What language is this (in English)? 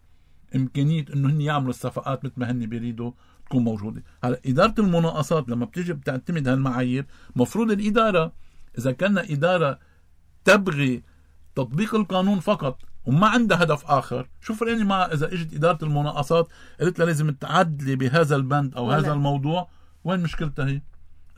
North Levantine Arabic